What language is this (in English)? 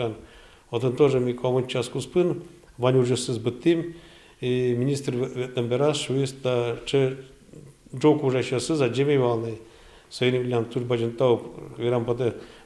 Udmurt